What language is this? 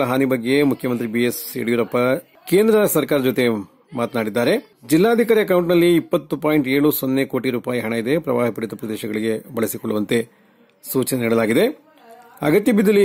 Kannada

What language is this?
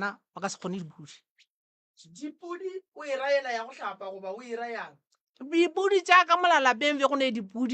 Northern Sotho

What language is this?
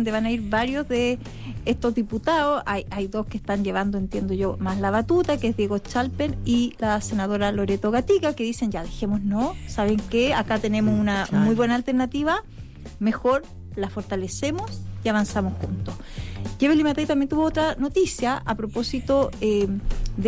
Spanish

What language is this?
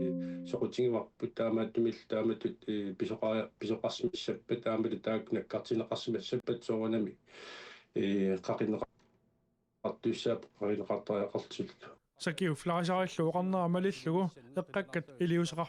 Kalaallisut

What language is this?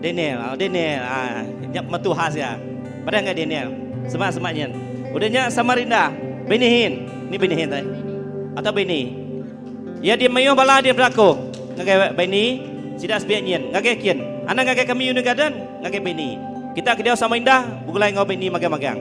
Iban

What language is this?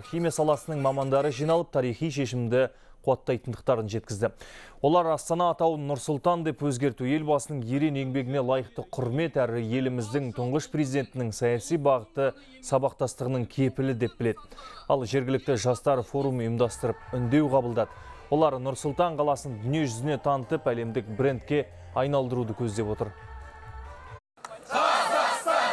Kazakh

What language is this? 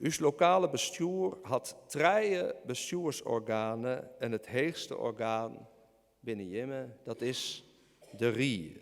Western Frisian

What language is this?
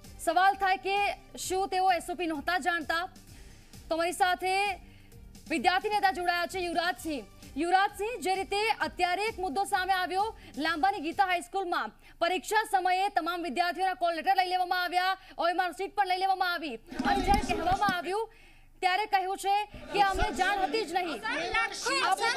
Gujarati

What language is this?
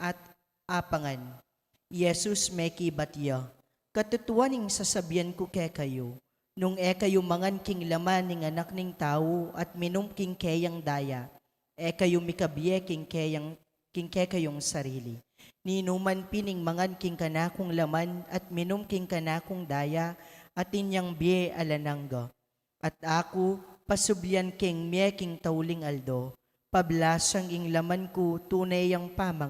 Pampanga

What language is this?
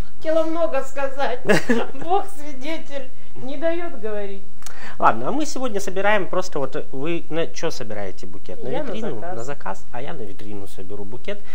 Russian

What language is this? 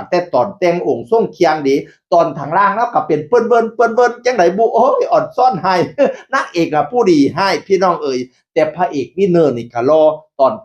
Northeastern Thai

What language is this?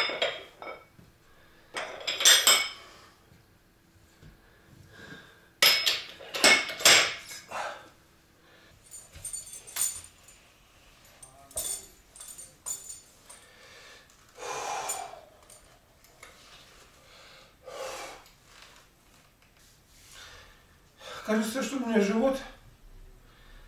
Russian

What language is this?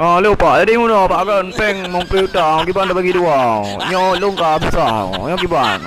Achinese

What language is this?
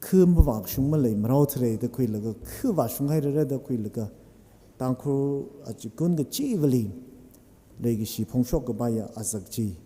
Tangkhul Naga (India)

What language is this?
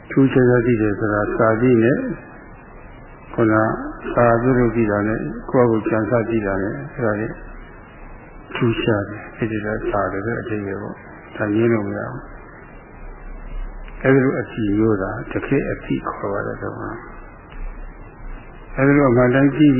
Burmese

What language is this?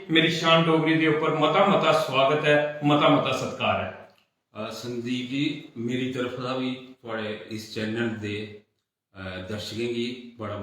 Dogri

